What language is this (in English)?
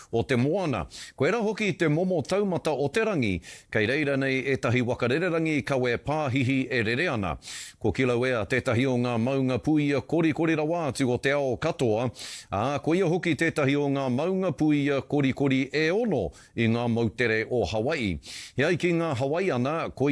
Māori